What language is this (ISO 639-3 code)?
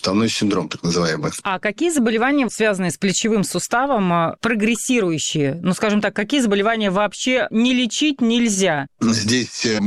rus